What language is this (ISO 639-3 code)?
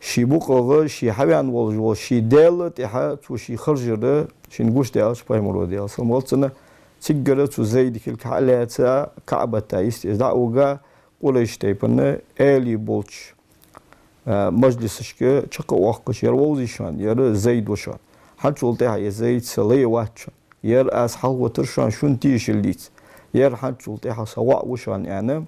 inh